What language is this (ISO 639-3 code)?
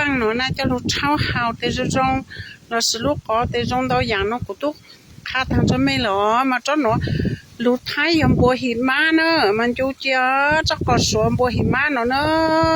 hmn